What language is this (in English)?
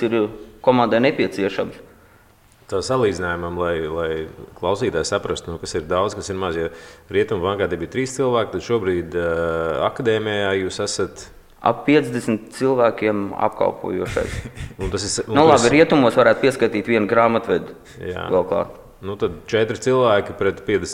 Latvian